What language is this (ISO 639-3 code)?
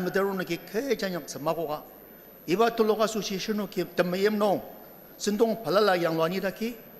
njo